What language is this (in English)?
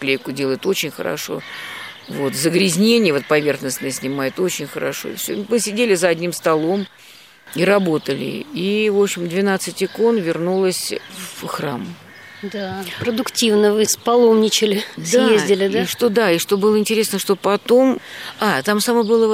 Russian